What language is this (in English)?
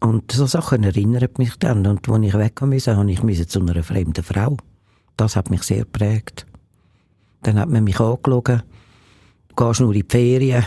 Swiss German